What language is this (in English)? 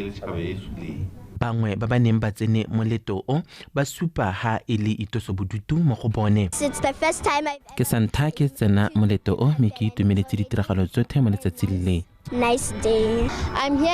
Tswana